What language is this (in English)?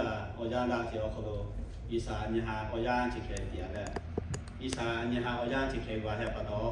Lahu